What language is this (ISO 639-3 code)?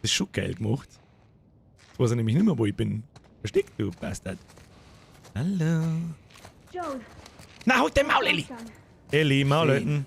bar